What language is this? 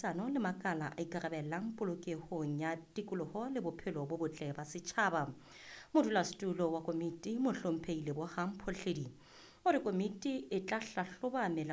Southern Sotho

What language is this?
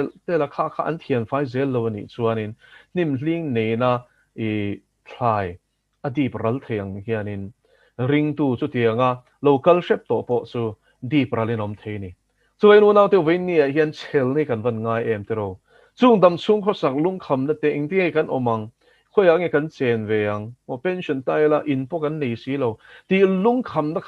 Mizo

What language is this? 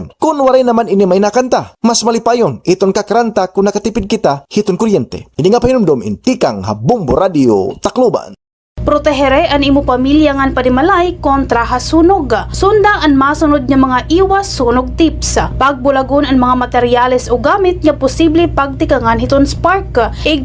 Waray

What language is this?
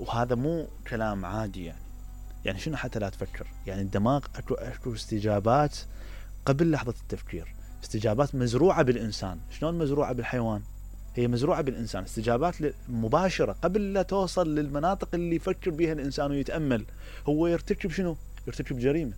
Mesopotamian Arabic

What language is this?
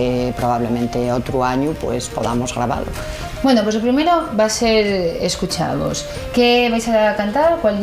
Asturian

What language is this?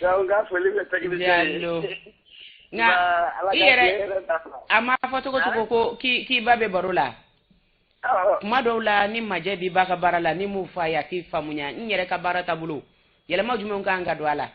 Bambara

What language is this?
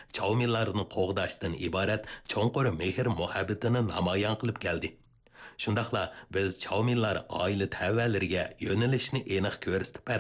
Uyghur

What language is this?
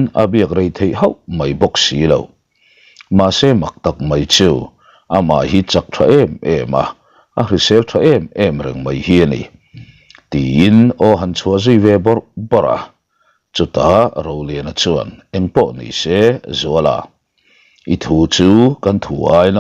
Mizo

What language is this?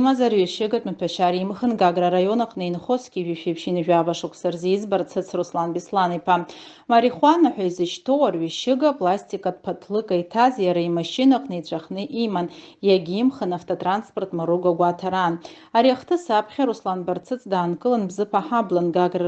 Abkhazian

